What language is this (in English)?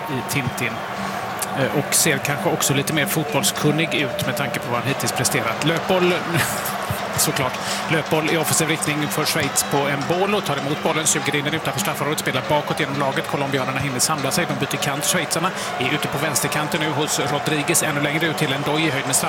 Swedish